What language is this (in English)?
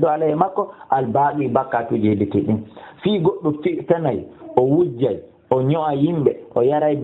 Fula